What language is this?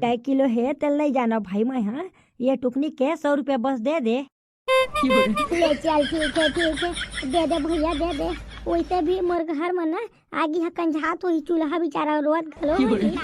Chhattisgarhi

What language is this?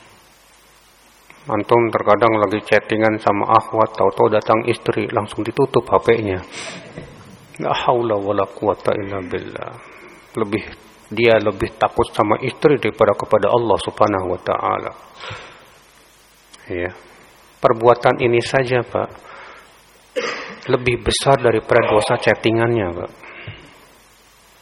Indonesian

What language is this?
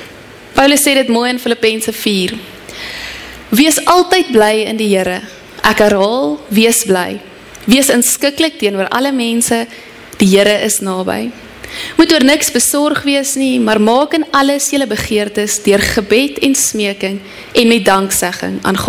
Afrikaans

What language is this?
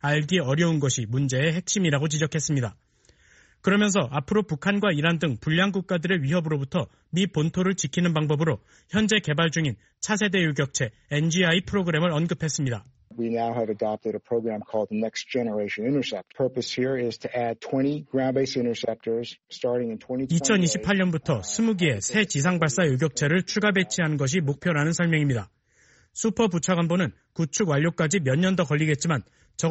Korean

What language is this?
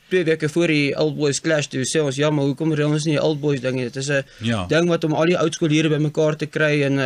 Afrikaans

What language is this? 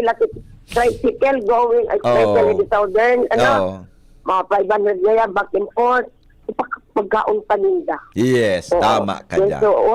Bikol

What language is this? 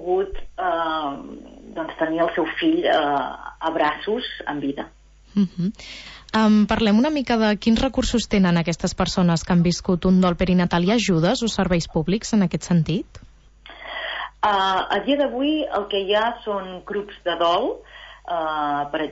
Catalan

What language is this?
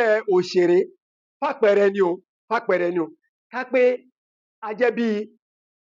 Yoruba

